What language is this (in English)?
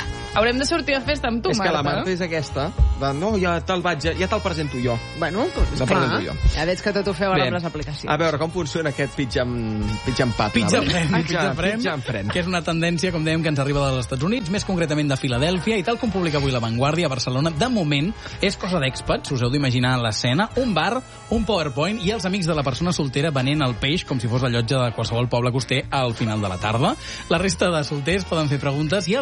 Catalan